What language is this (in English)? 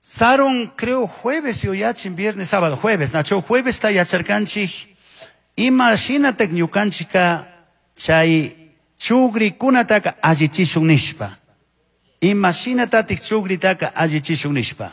Chimborazo Highland Quichua